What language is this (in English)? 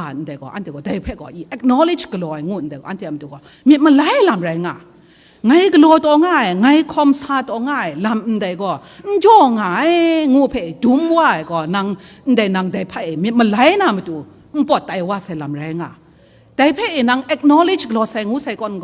Kachin